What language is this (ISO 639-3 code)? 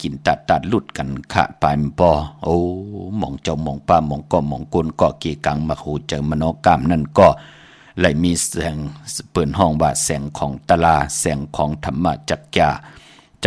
shn